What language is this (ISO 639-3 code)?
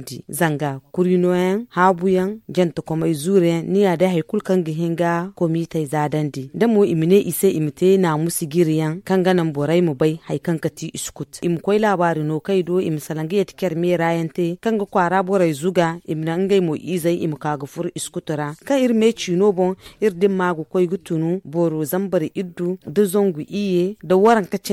dje